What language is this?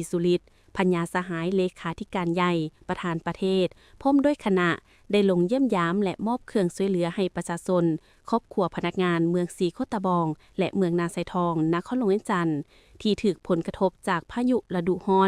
Lao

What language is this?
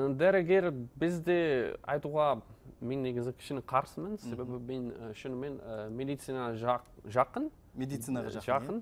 Kazakh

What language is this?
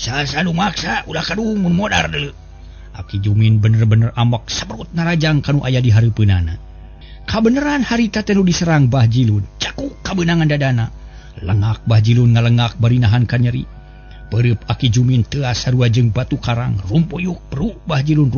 Sundanese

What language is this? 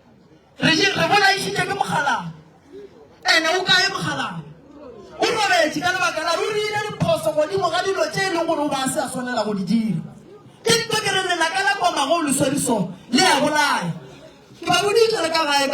Northern Sotho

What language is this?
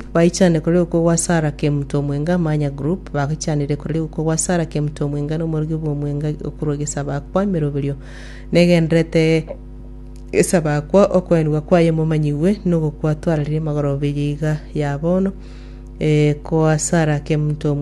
Gusii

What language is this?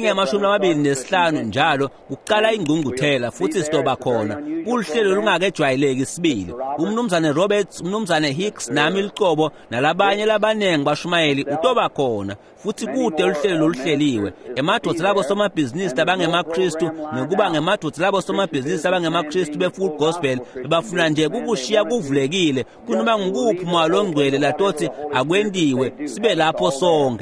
Swati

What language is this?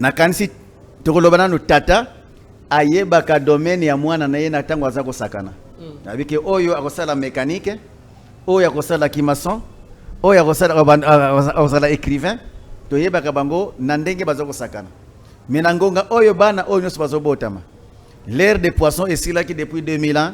Lingala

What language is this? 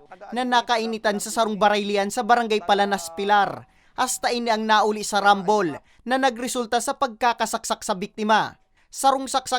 Bikol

